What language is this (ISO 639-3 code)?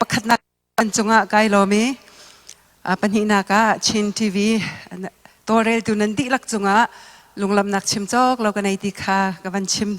cfm